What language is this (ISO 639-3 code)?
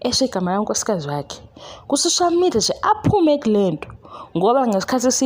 zul